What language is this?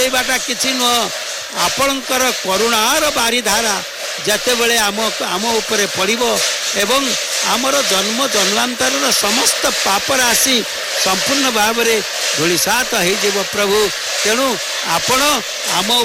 Odia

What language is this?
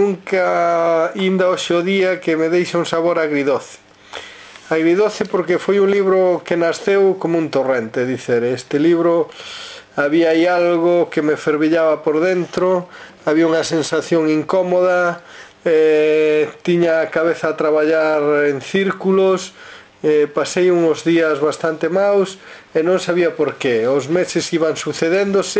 Galician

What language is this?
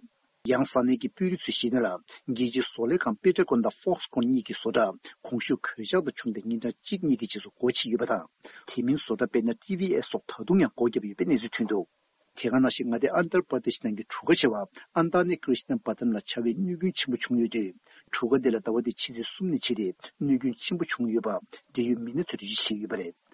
Tibetan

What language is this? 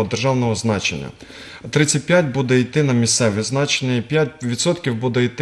Ukrainian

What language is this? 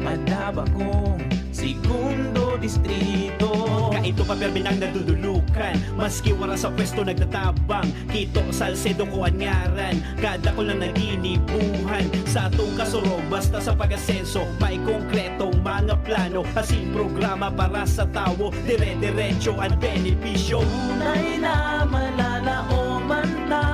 Bikol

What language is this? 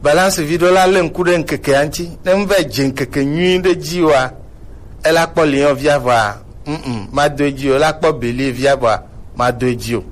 Gen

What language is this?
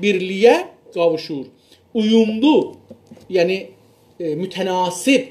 South Azerbaijani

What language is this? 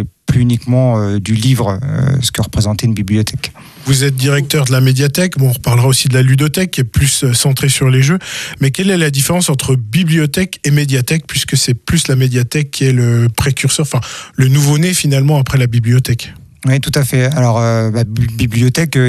French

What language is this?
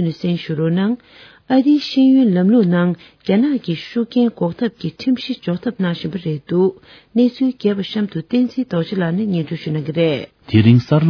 Tibetan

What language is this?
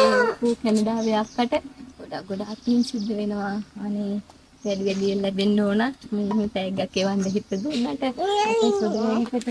Sinhala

